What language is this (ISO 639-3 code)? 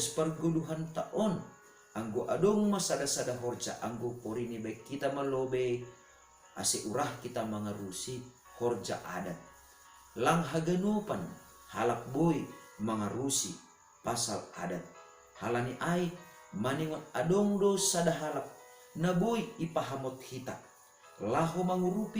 bts